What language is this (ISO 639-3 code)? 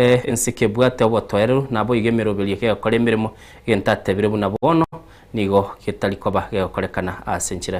guz